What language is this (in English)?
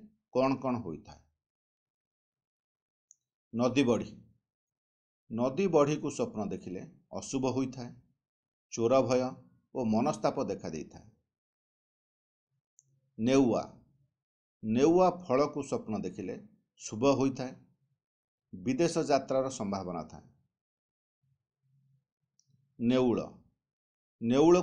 Odia